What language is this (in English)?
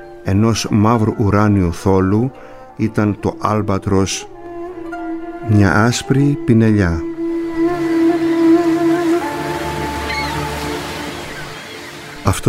Greek